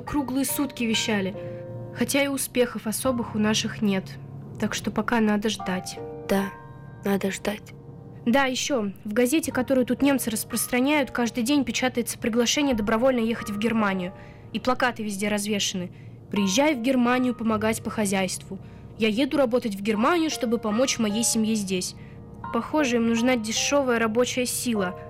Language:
Russian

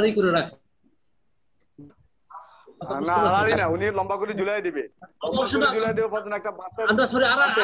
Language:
Bangla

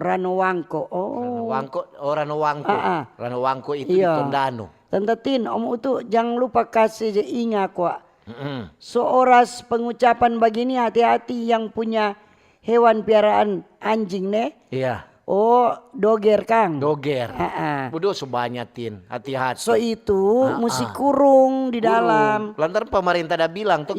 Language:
Manado Malay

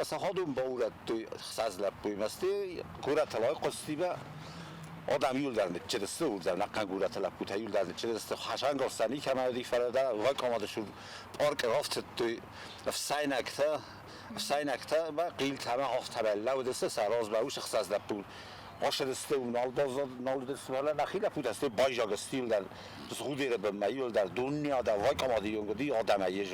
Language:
Ossetic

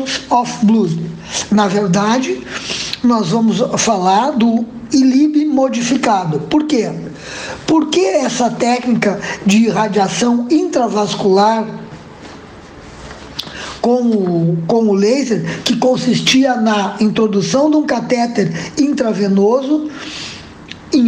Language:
Portuguese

